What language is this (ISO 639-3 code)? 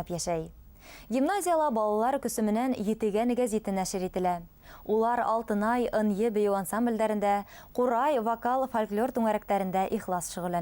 bak